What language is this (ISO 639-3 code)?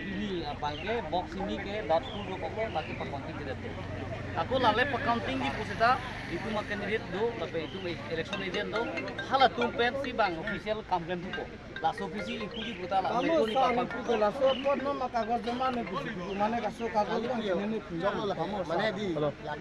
mjw